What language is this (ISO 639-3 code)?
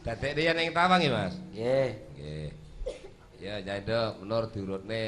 jav